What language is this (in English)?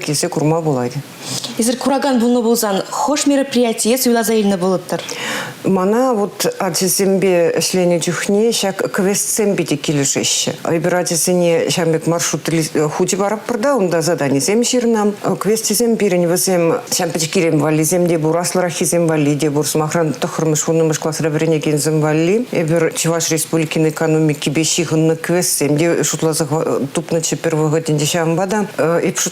Chuvash